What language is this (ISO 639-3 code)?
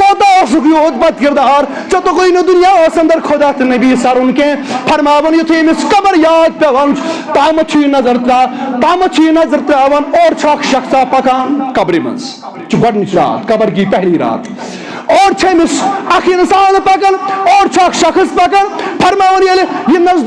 kas